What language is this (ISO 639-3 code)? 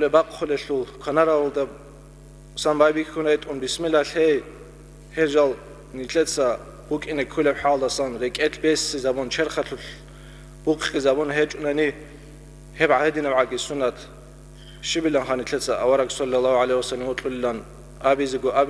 ava